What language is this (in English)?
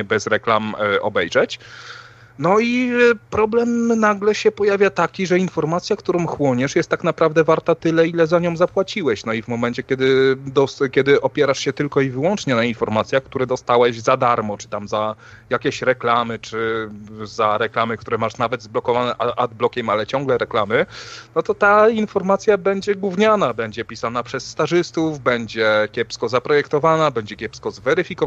Polish